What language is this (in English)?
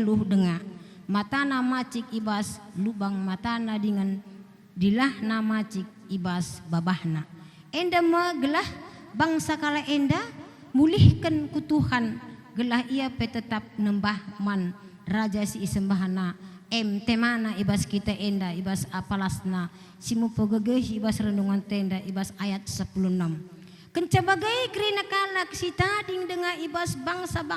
Batak Karo